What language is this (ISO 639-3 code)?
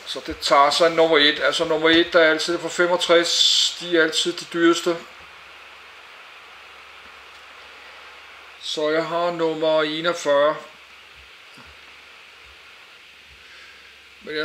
dan